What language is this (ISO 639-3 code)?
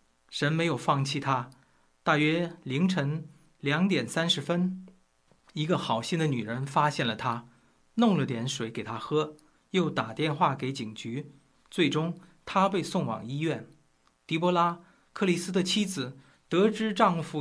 zho